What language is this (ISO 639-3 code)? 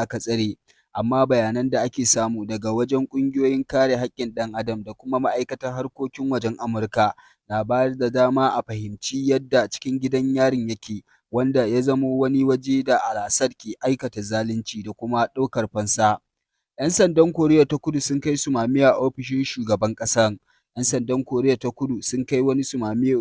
hau